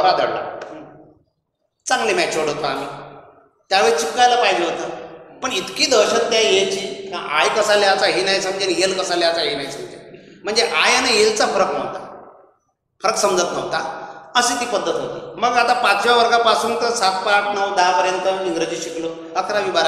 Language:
Marathi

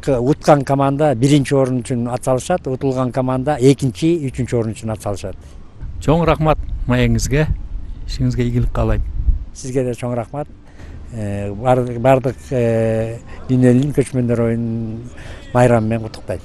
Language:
Kyrgyz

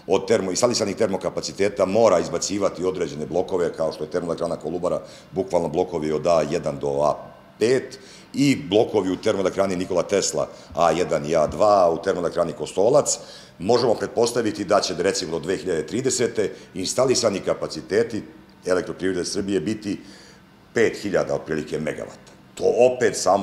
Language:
Serbian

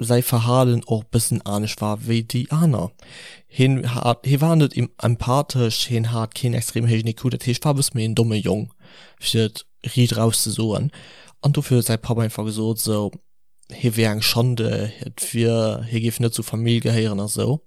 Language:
Luxembourgish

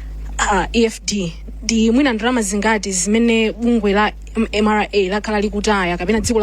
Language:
Nyanja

